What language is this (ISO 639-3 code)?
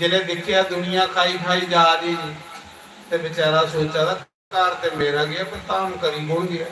doi